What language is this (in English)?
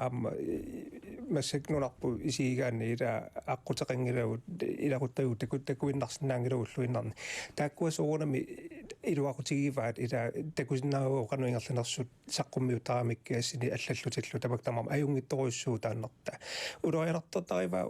Kalaallisut